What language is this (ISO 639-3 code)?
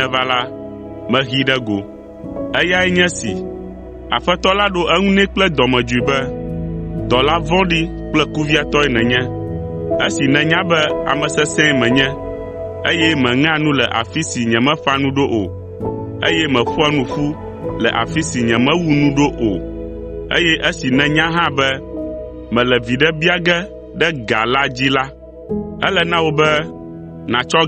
ewe